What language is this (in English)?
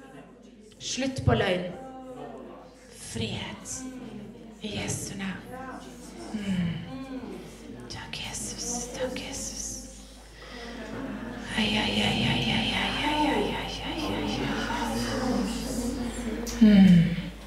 Norwegian